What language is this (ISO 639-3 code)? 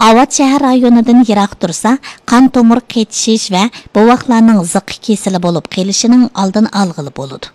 uig